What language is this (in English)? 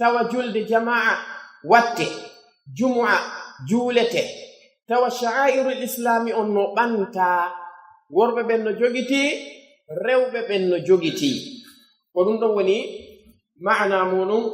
Pular